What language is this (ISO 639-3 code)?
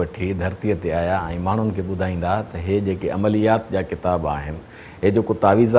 snd